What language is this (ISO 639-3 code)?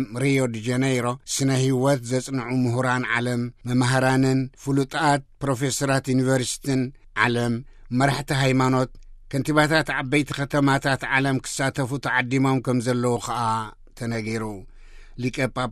tir